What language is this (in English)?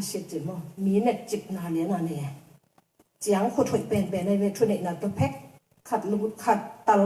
Tedim Chin